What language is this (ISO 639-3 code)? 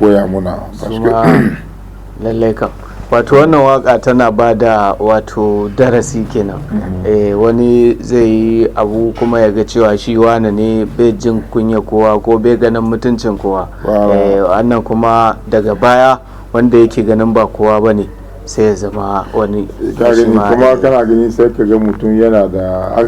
hau